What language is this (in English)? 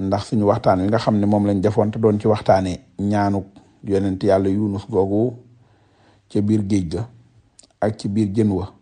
Wolof